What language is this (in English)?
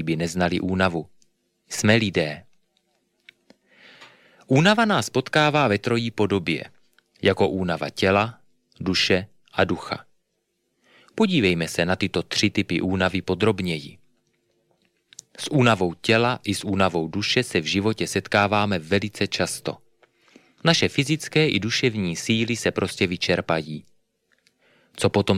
Czech